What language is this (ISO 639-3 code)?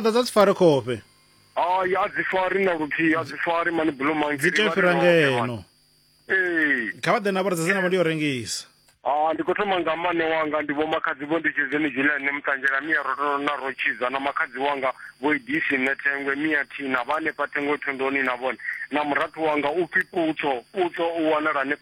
ven